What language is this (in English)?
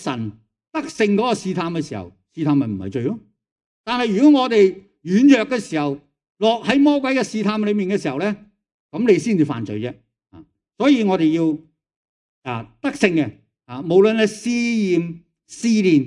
Cantonese